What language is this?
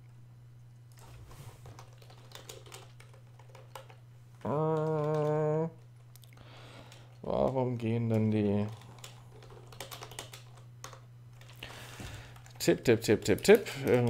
German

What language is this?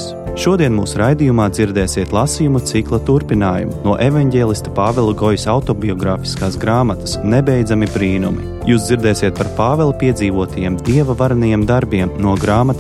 Latvian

